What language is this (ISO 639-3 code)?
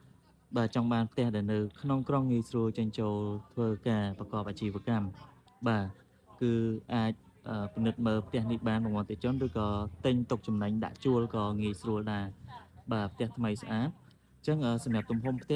khm